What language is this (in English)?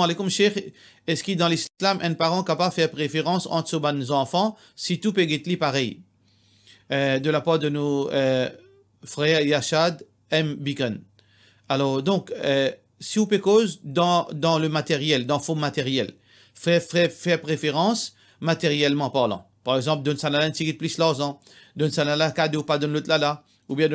Morisyen